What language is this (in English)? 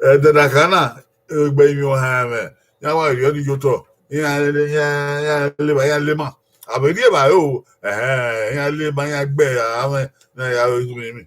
Bini